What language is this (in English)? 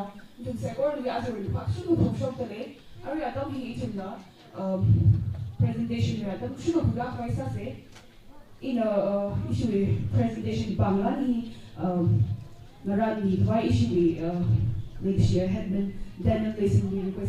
Tangkhul Naga (India)